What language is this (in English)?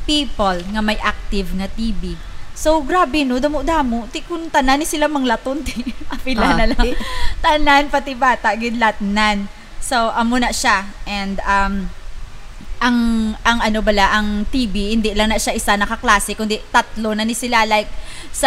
Hiligaynon